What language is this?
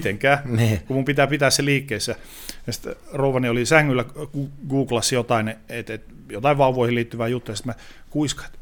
Finnish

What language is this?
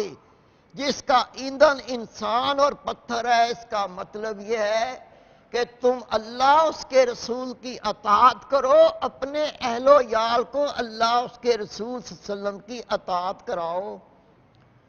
Urdu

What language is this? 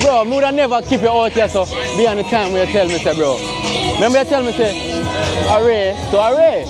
Jamaican Creole English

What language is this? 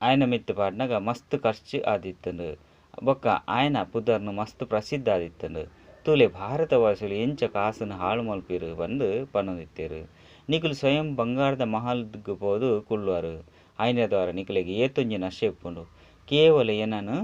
Tulu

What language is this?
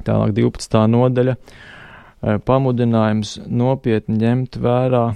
Latvian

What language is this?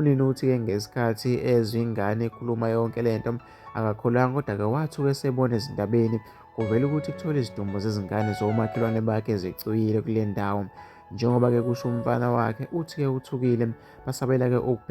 Zulu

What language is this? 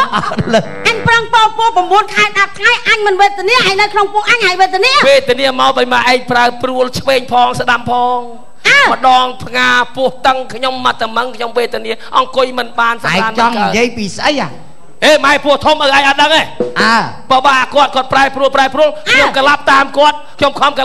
Khmer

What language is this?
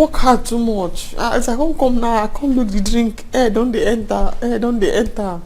Nigerian Pidgin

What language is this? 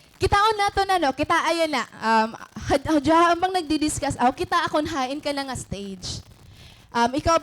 Waray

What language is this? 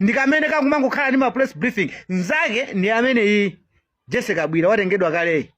Nyanja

